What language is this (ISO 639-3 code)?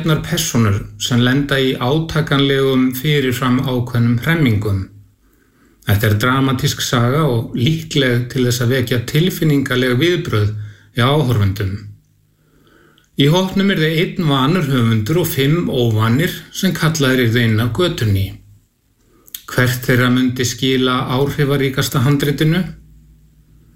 isl